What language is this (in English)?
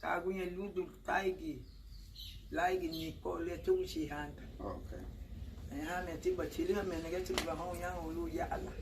Garifuna